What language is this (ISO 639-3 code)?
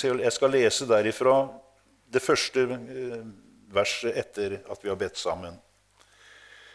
nor